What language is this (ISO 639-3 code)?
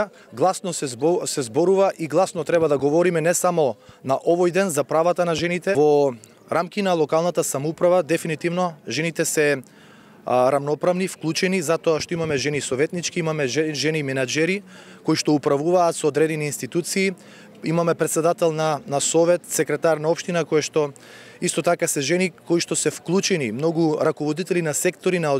mkd